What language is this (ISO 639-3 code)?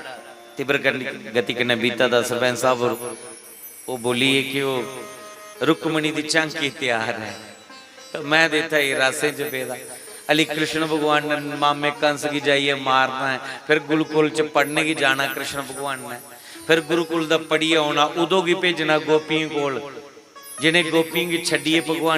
doi